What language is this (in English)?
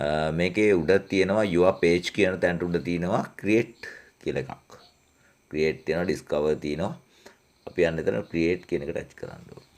Sinhala